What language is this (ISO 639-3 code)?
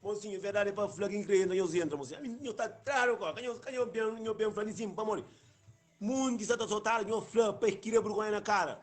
kea